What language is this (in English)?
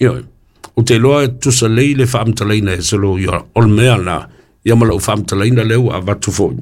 Samoan